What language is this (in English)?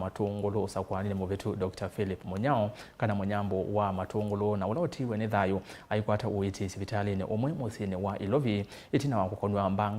Kamba